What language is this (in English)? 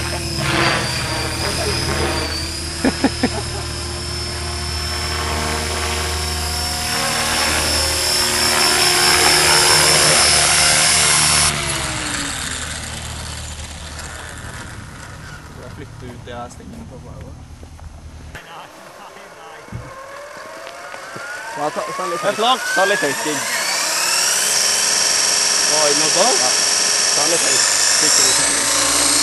Norwegian